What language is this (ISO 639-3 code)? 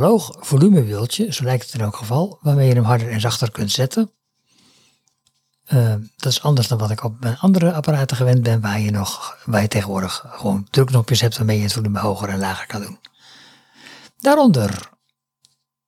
nld